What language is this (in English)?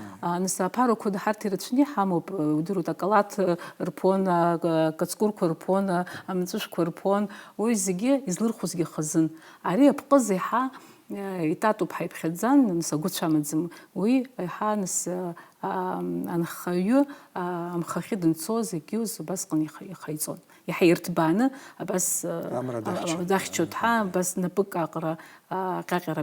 Abkhazian